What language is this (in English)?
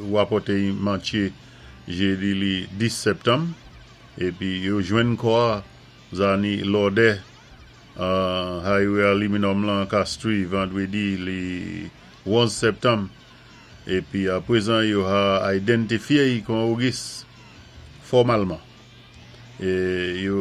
Saint Lucian Creole French